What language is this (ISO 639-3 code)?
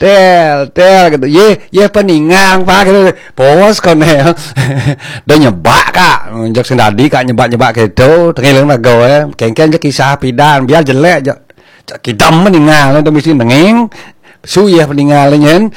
ban